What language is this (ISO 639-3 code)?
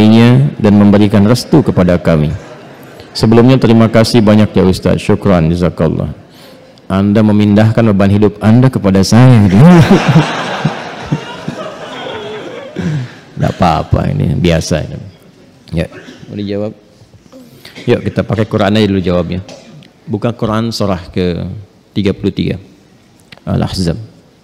ind